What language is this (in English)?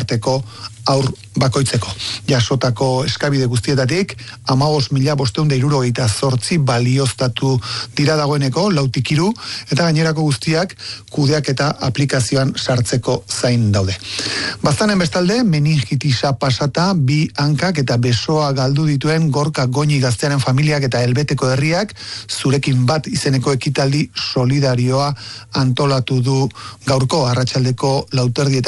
Basque